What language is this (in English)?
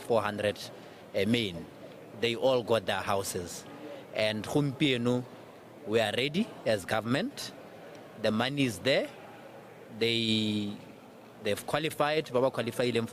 Tswana